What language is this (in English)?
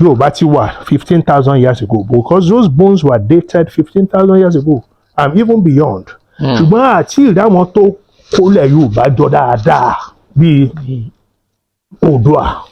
Yoruba